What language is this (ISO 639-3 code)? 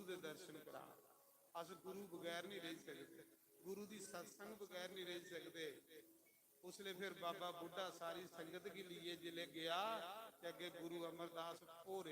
doi